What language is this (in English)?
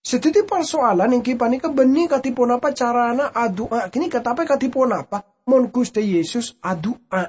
Madurese